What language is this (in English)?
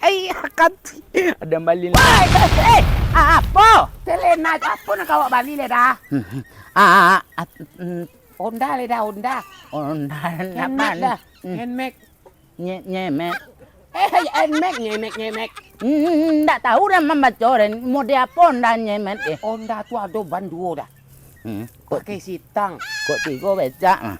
Minangkabau